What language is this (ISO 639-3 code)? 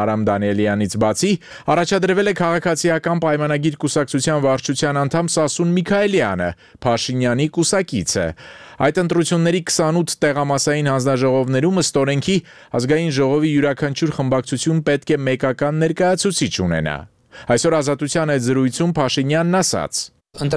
hye